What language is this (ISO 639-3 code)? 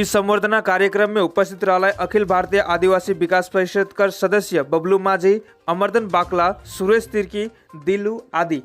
sck